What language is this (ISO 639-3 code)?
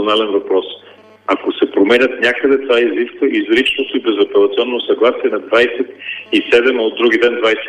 bul